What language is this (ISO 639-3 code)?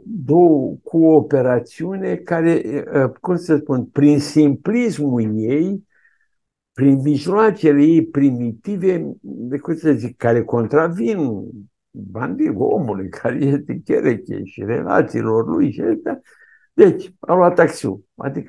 ron